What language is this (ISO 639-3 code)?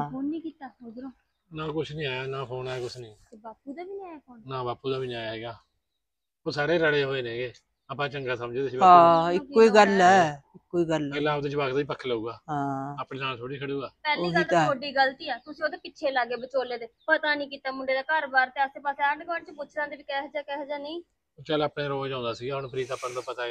pan